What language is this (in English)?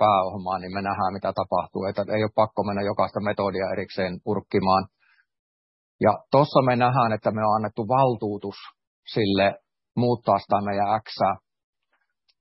Finnish